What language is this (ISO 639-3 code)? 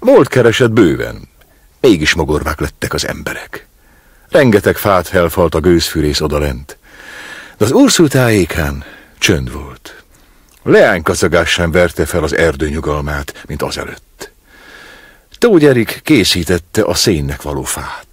hun